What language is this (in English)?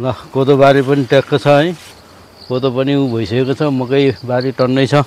Nepali